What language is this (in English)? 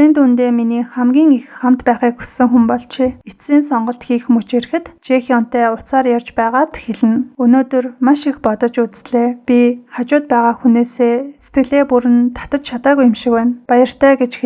Mongolian